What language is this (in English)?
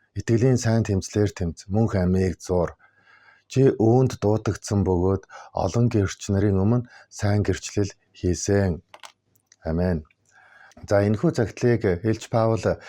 Mongolian